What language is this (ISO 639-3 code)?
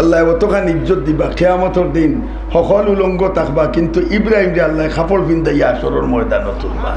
syl